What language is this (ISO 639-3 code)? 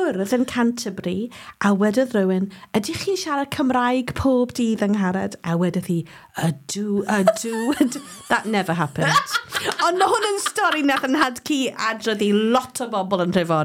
cym